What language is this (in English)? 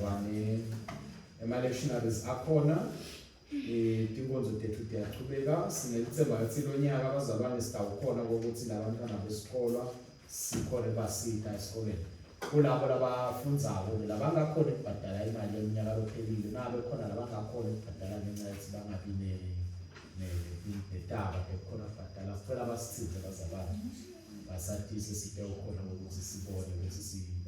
Swati